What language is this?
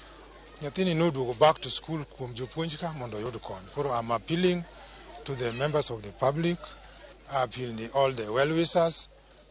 Luo (Kenya and Tanzania)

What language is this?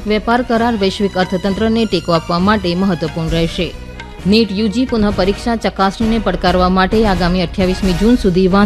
Gujarati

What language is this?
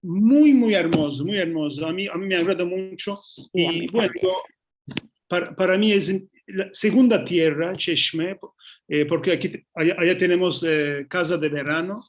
Ladino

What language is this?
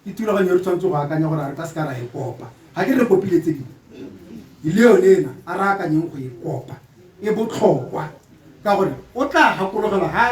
Tswana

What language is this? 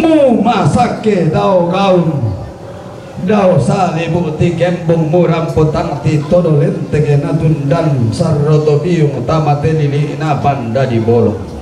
Toraja-Sa'dan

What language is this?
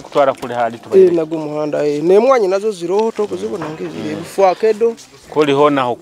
Nyoro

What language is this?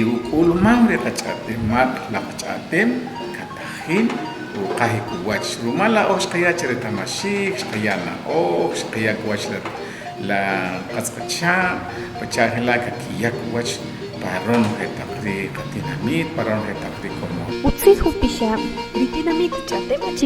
Achi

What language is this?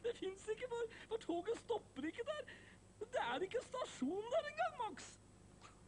Norwegian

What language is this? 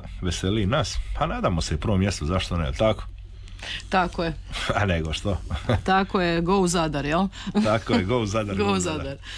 Croatian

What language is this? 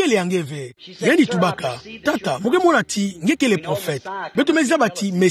Kituba (Democratic Republic of Congo)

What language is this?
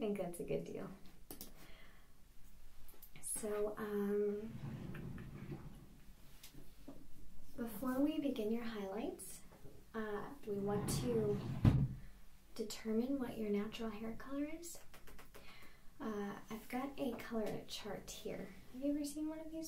English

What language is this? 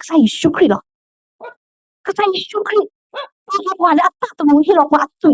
S'gaw Karen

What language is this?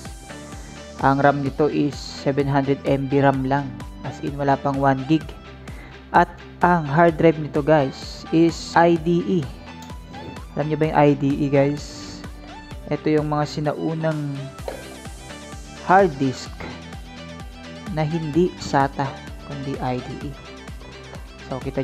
Filipino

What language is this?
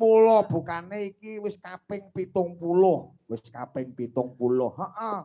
Javanese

